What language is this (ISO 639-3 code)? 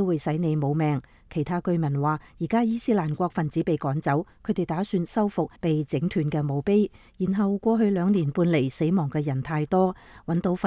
yue